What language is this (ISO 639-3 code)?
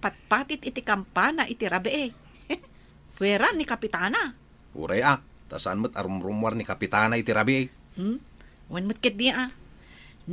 ilo